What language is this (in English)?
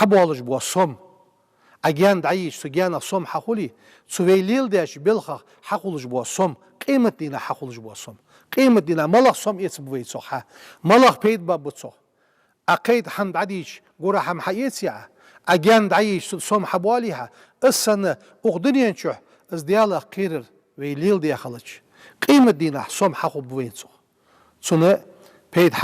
Ingush